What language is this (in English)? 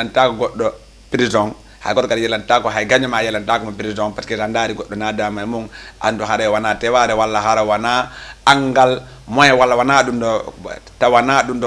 Fula